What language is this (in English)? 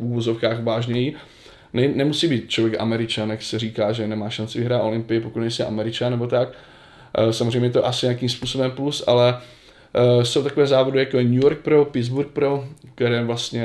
Czech